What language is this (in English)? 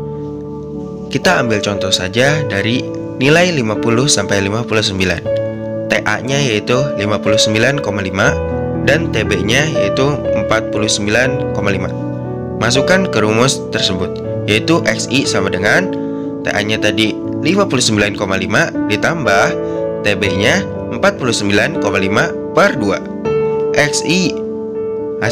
Indonesian